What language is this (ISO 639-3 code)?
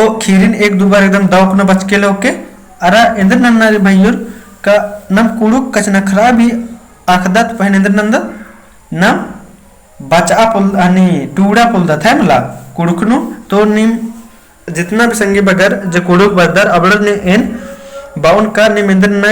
kru